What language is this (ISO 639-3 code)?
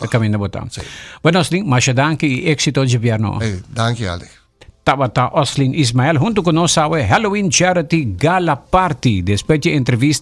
pap